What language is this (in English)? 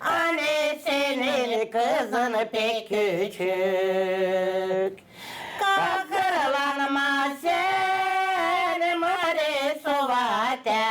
Gagauz